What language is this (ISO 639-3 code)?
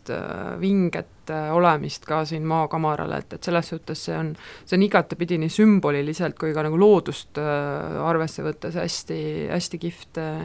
est